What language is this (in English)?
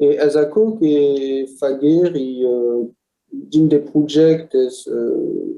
Occitan